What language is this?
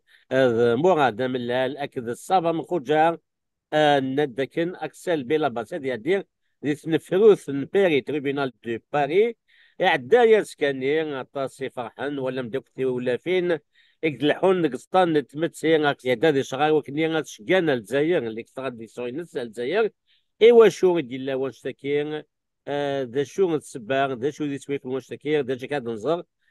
Kabyle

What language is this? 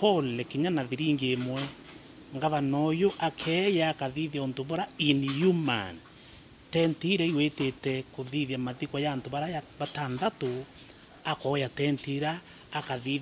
Meru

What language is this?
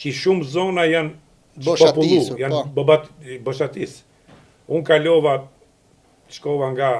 Albanian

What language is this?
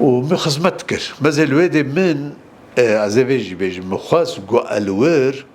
Kurdish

